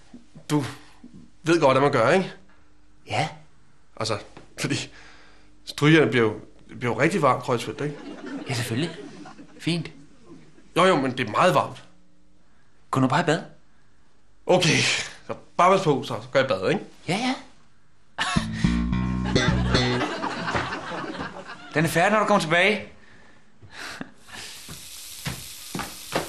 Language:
Danish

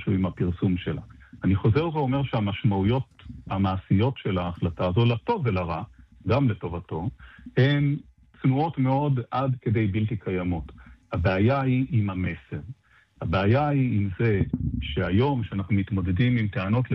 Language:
Hebrew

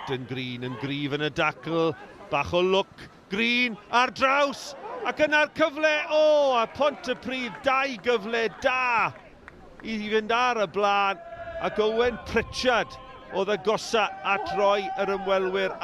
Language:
Welsh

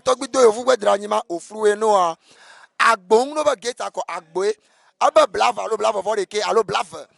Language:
Ewe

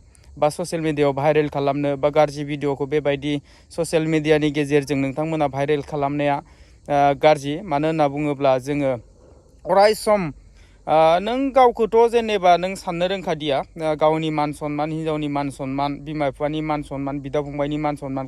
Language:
Bodo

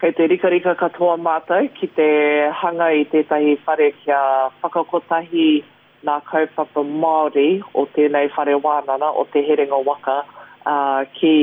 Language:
Māori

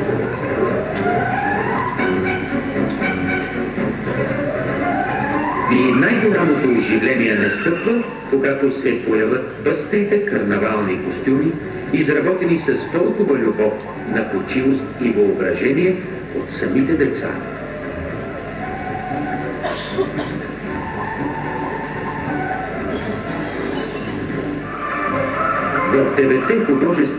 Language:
Bulgarian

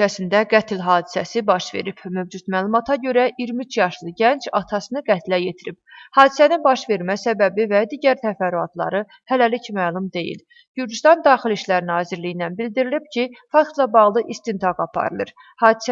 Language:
Azerbaijani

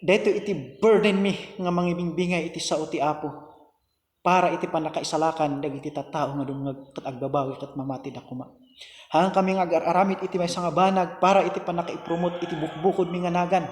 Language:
Iloko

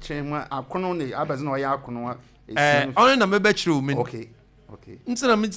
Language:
Akan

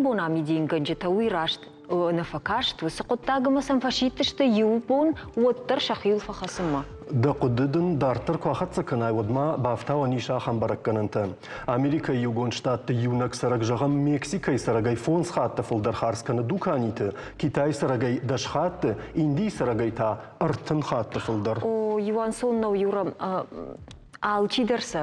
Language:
Ossetic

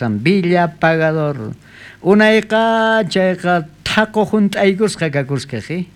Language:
South Bolivian Quechua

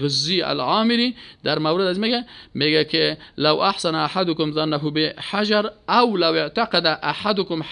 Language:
Persian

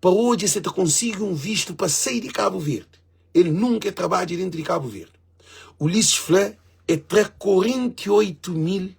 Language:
Kabuverdianu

